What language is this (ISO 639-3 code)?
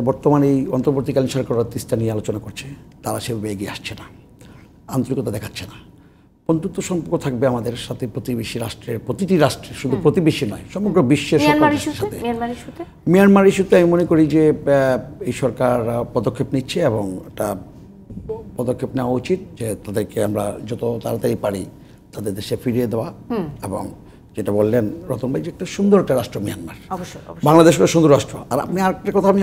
ben